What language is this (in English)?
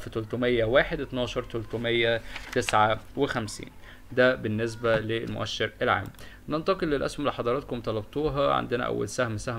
Egyptian Arabic